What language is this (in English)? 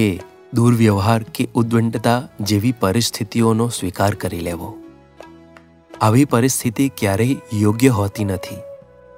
Gujarati